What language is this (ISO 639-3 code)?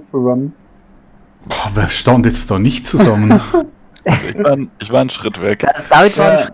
gsw